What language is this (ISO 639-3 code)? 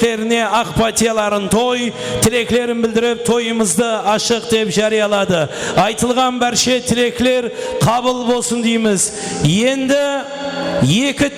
kaa